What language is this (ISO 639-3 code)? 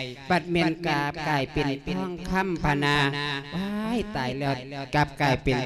lao